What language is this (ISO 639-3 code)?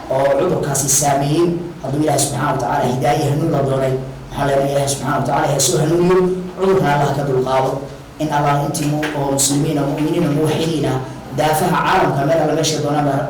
som